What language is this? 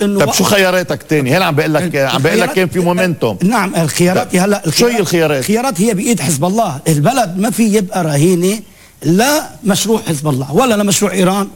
North Levantine Arabic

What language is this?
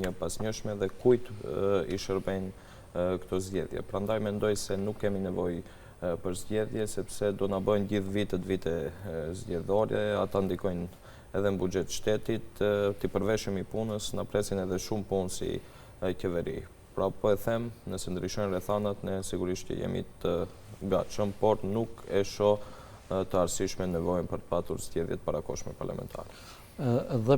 Albanian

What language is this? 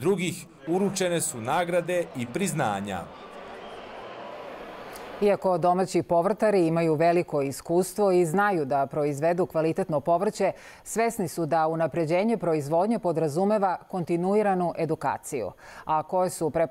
Serbian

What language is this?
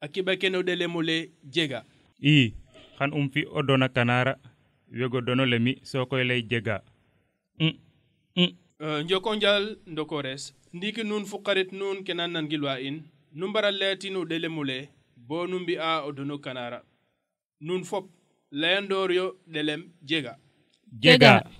Serer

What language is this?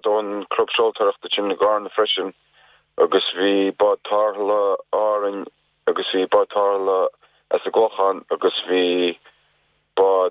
Irish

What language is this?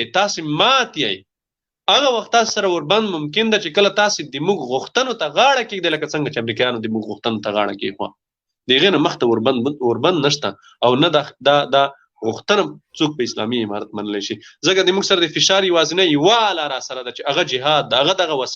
Pashto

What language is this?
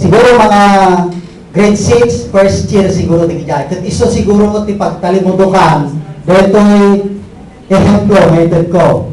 Iloko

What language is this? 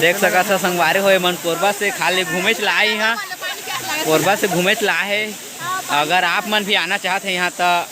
Chhattisgarhi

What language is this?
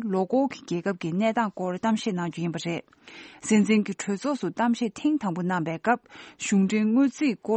Tibetan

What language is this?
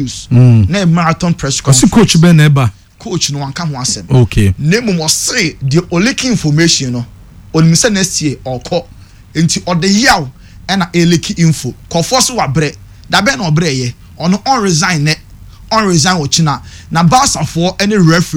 Akan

